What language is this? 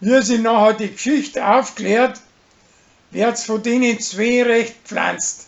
Bavarian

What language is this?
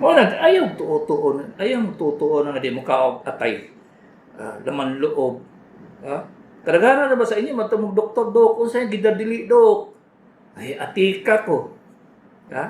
Cebuano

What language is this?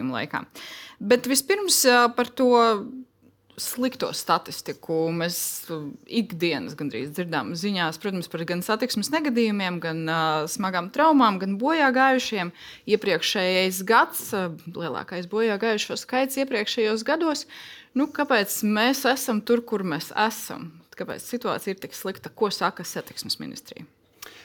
Latvian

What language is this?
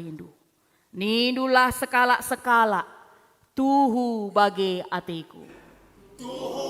Batak Karo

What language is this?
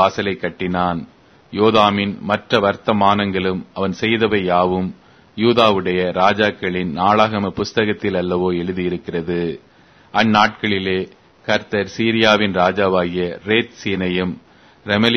Tamil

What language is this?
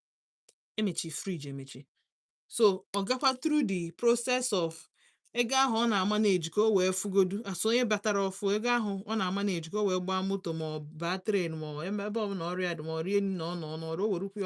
Igbo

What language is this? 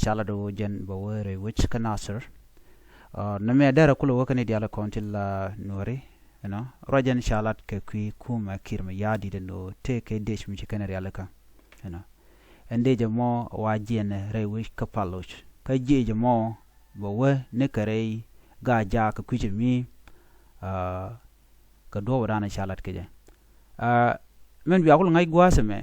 Nuer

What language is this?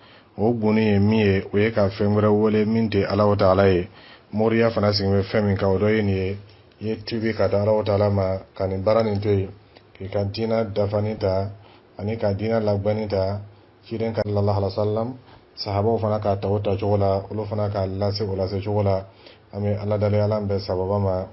Dyula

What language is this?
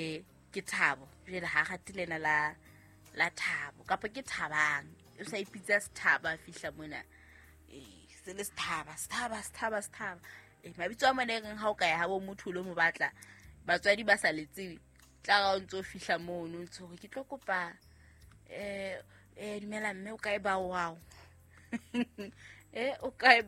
Southern Sotho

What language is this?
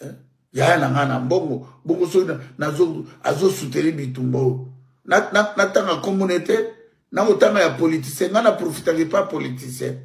Lingala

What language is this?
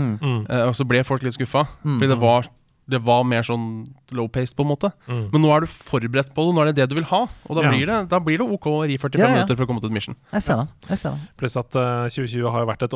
Norwegian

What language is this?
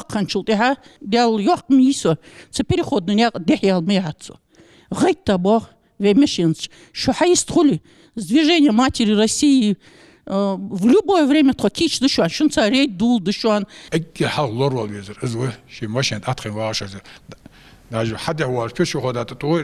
Ingush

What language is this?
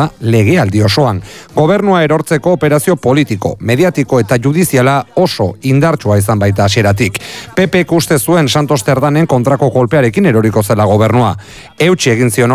Basque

